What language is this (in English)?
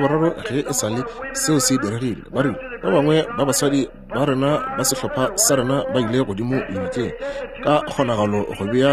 Northern Sotho